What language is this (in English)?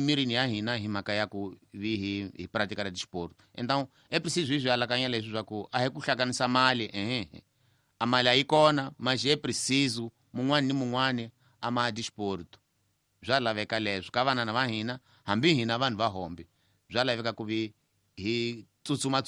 Tsonga